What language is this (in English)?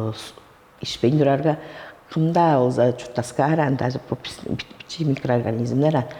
Tuvinian